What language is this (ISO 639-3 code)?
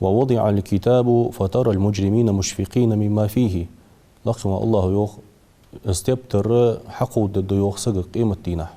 inh